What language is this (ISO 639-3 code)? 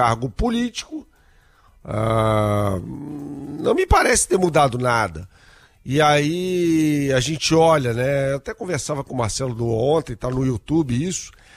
por